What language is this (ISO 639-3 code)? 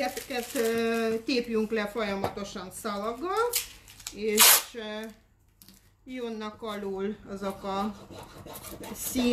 hun